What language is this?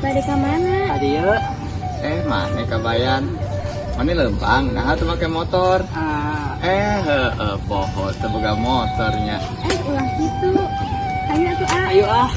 Sundanese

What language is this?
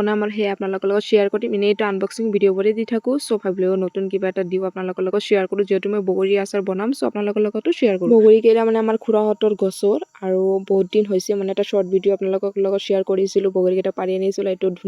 Assamese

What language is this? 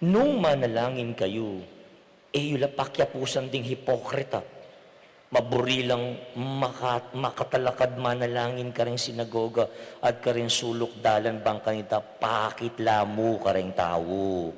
Pampanga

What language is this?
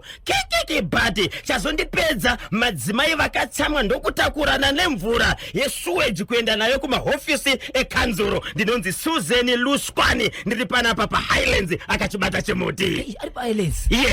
Shona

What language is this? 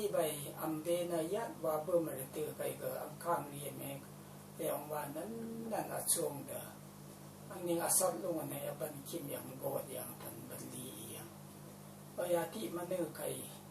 Rawang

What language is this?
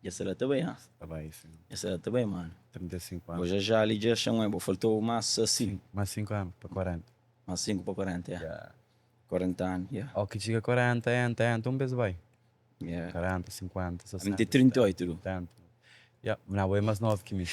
Kabuverdianu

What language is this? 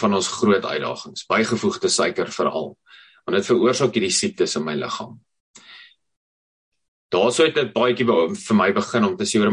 Afrikaans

